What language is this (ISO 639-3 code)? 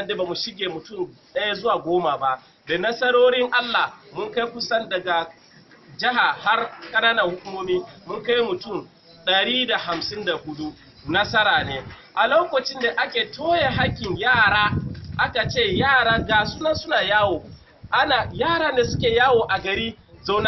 hau